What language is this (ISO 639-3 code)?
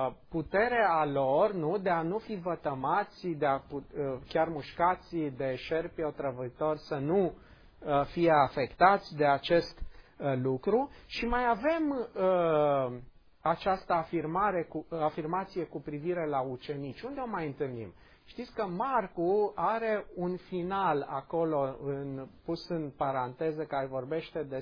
ron